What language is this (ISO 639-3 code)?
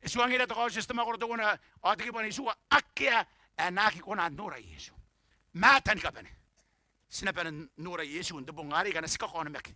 gil